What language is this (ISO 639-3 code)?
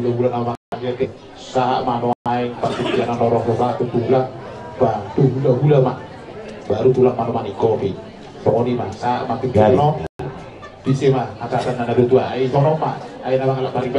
bbc